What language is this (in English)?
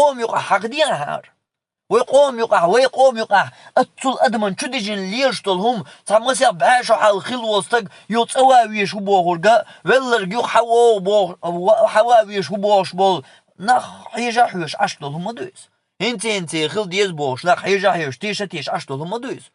Chechen